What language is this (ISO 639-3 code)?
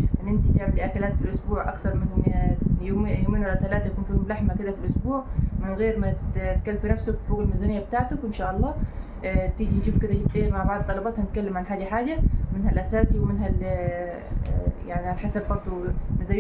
arz